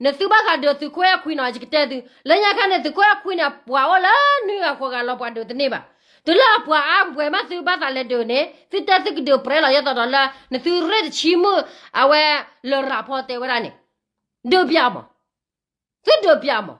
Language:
S'gaw Karen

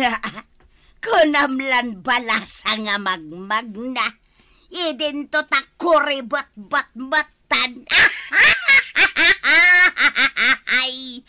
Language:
Iloko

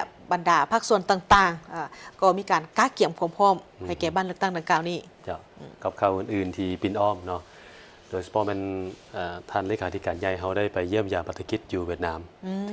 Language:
Lao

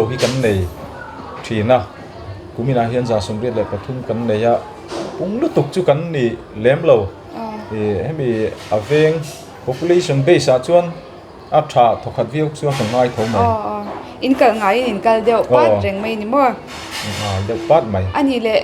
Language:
Mizo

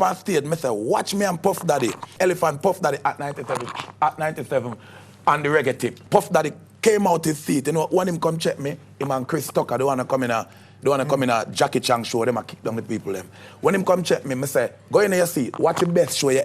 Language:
Jamaican Creole English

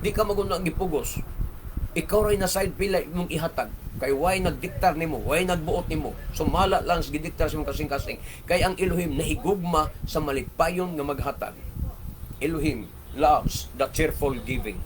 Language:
Cebuano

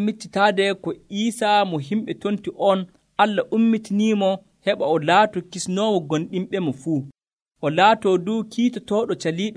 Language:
Nigerian Fulfulde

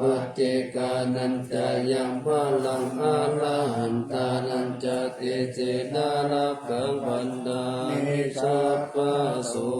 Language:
Pali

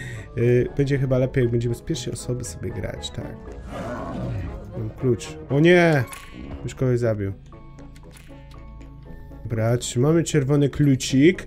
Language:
Polish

